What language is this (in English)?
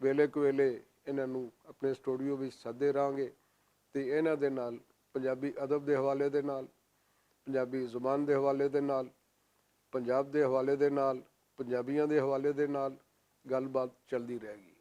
Western Panjabi